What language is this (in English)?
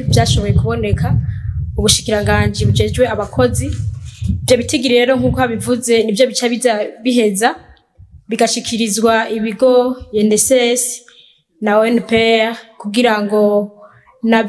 Rundi